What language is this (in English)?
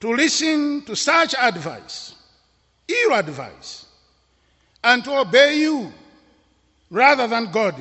English